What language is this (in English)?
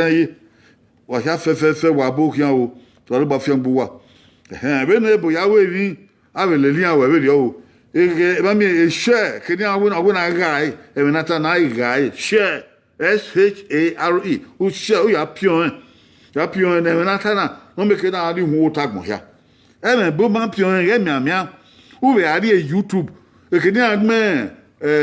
Bini